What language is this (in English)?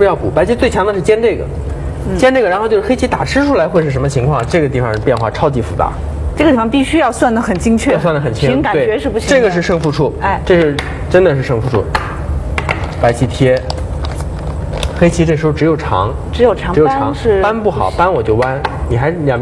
Chinese